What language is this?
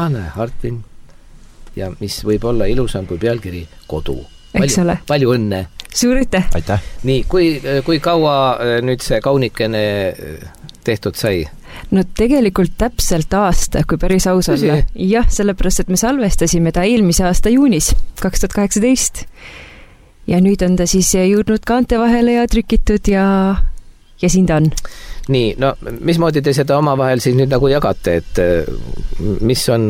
Estonian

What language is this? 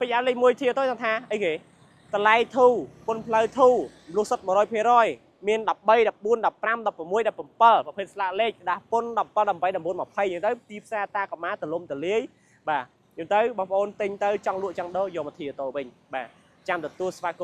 Khmer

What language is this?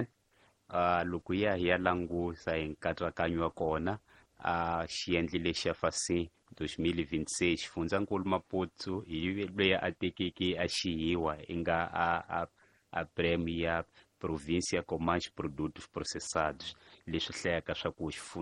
Tsonga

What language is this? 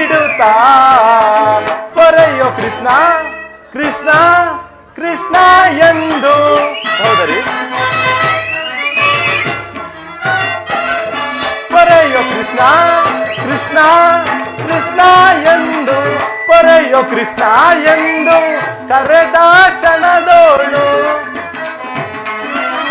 Kannada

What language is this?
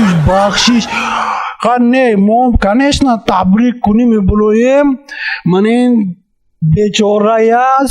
Tajik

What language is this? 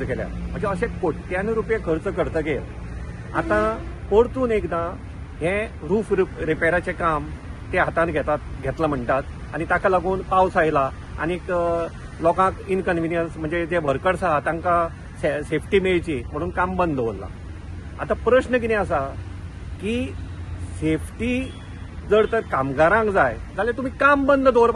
Konkani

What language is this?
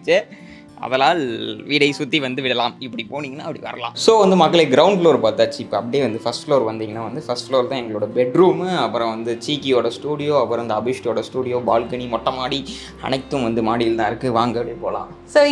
Tamil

